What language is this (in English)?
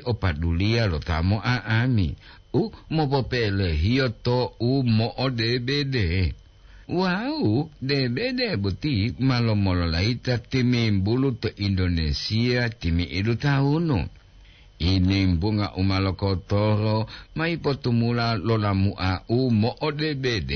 Gorontalo